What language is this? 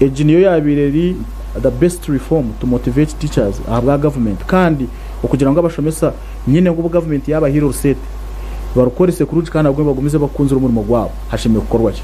Nyankole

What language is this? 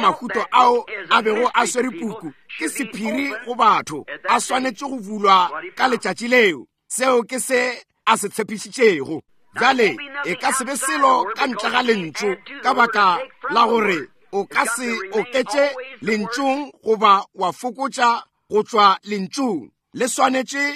Northern Sotho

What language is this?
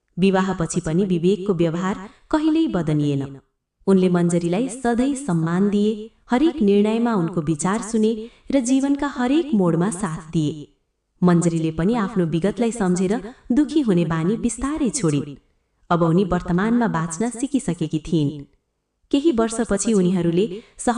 Nepali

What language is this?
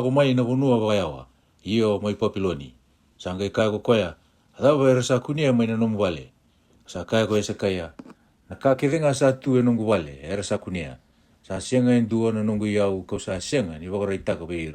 Fijian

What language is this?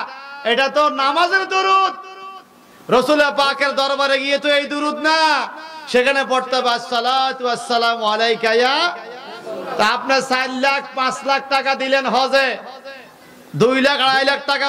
Bangla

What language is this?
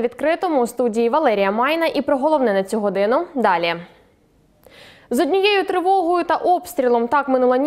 Ukrainian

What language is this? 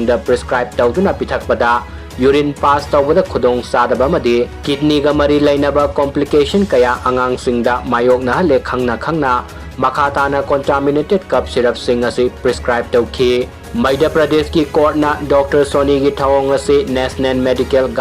Manipuri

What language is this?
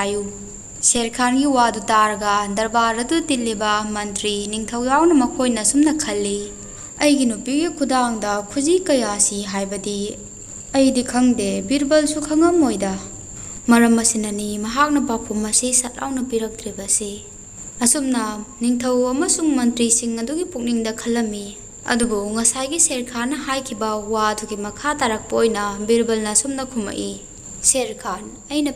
Manipuri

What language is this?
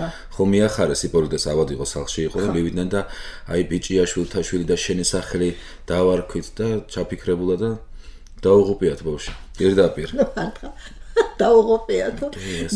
Georgian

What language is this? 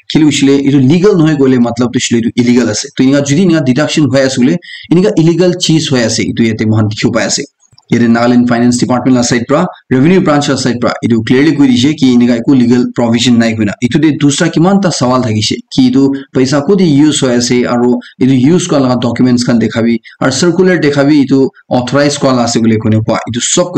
Naga Pidgin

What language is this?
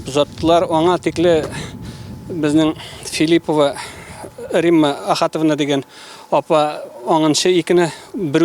Tatar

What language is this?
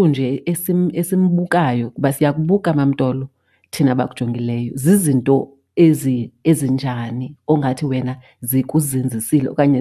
Xhosa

